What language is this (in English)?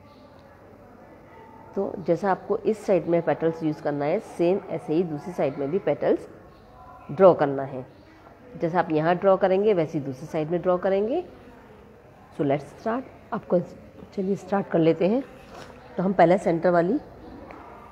Hindi